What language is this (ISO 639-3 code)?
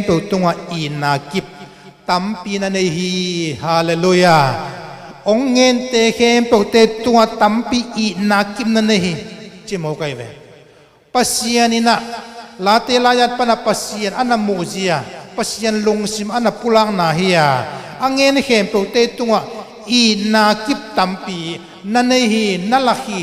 ctd